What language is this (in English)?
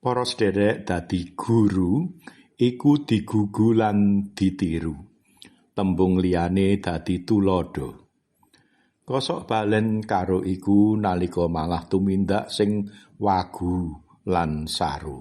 Javanese